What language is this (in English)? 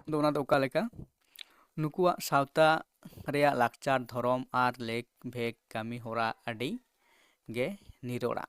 Santali